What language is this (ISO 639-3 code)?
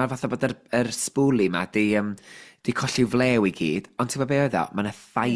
cym